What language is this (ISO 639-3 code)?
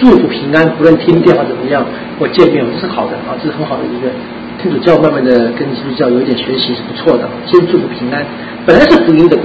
zho